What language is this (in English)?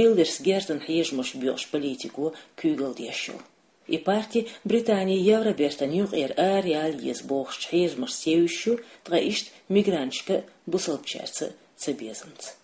Chechen